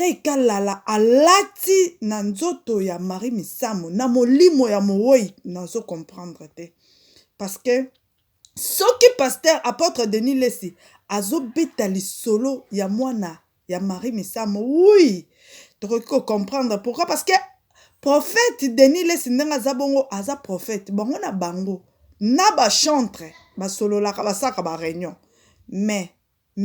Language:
Lingala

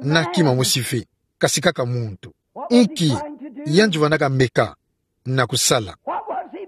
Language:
Kituba (Democratic Republic of Congo)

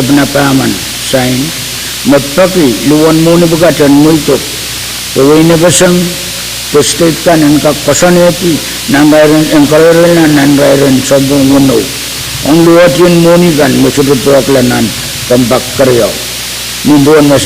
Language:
Pohnpeian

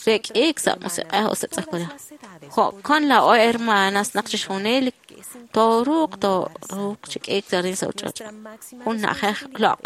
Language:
Kekchí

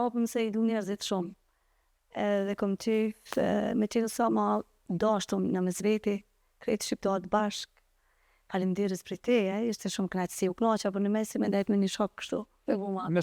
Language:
Albanian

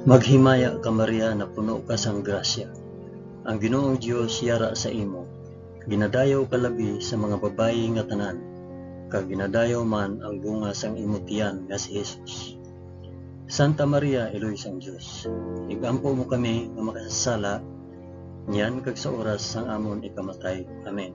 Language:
Hiligaynon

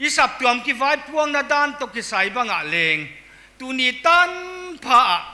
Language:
Paite Chin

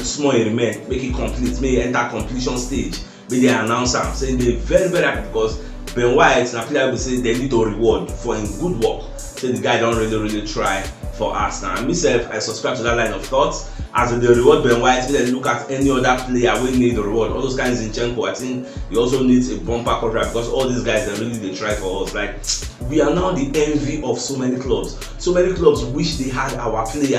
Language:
Nigerian Pidgin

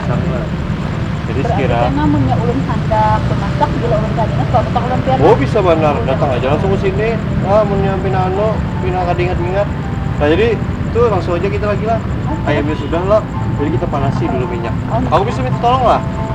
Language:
Banjar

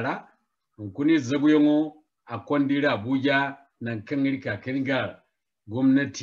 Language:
Zarma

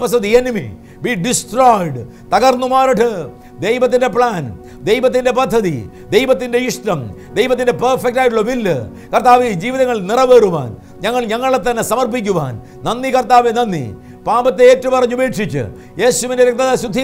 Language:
Malayalam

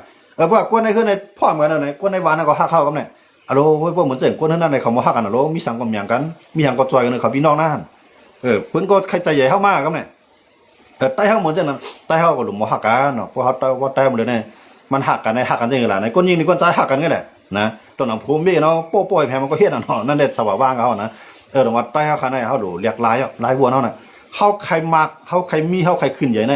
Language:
Shan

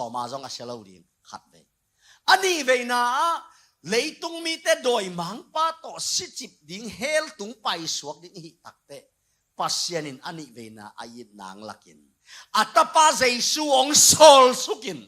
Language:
Tedim Chin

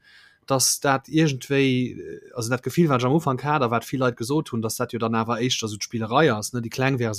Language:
Luxembourgish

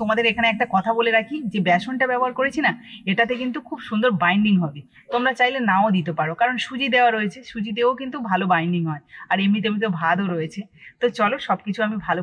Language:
Bangla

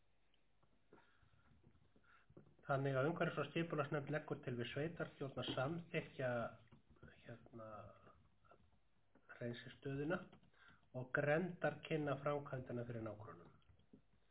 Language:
Icelandic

